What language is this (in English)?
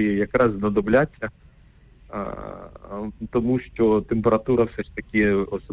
Ukrainian